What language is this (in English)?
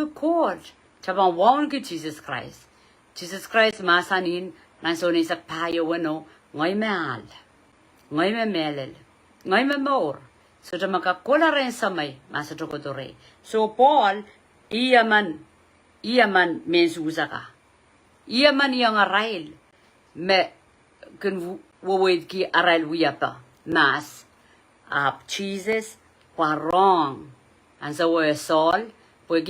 Pohnpeian